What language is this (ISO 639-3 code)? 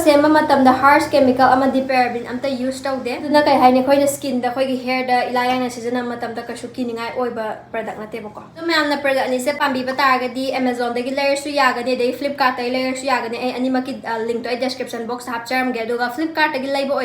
mni